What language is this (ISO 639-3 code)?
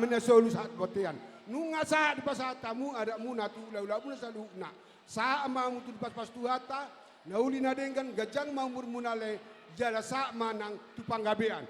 bbc